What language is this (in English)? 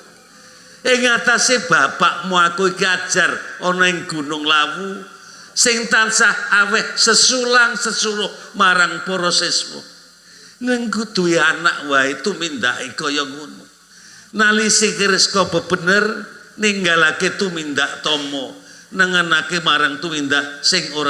Javanese